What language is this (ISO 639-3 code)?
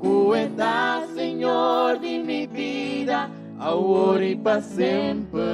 pap